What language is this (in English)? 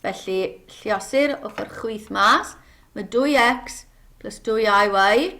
Welsh